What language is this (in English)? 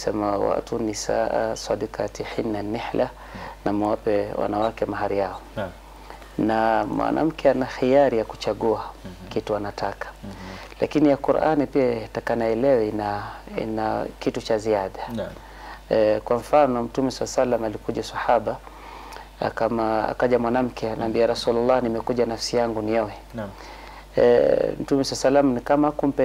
Swahili